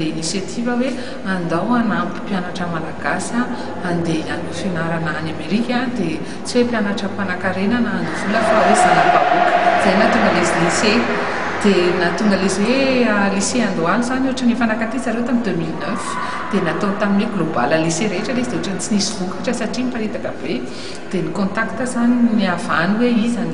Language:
Malagasy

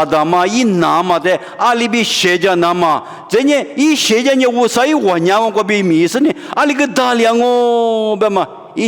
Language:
Lisu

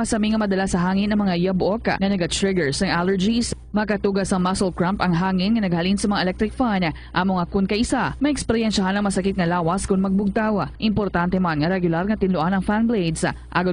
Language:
Hiligaynon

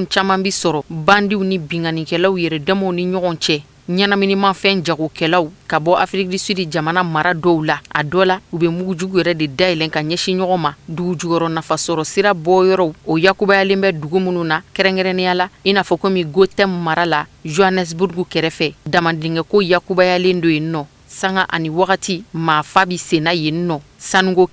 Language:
Bambara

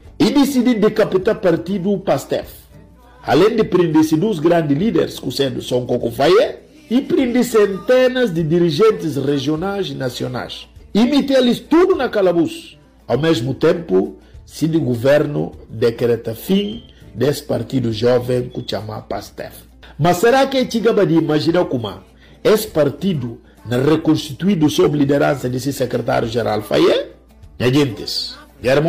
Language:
Upper Guinea Crioulo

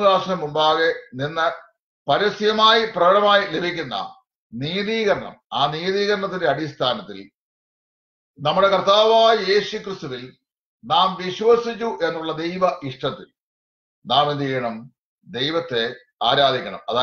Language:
Malayalam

